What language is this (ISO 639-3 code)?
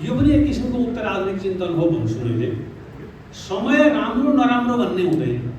nep